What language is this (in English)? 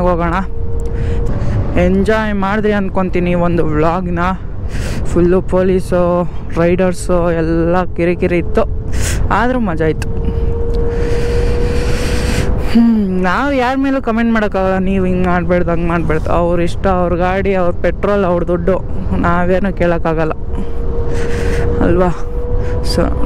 Kannada